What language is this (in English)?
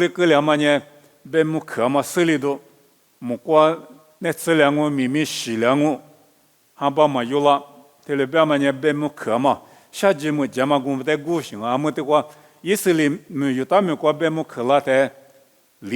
Lisu